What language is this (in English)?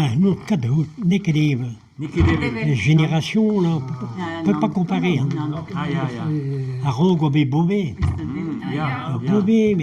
Breton